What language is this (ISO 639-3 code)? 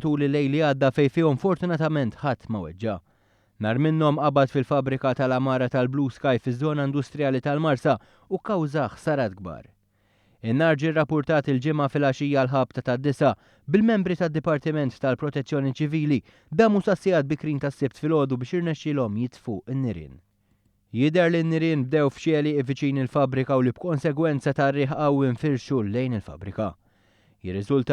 mlt